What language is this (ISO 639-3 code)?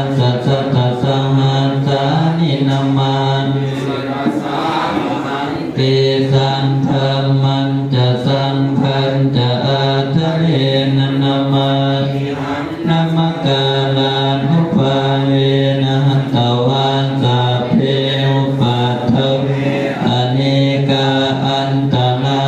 pli